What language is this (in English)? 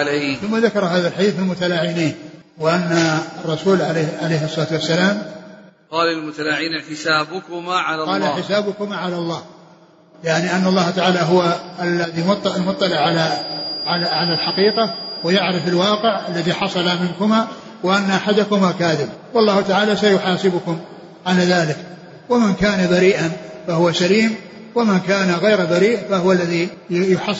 Arabic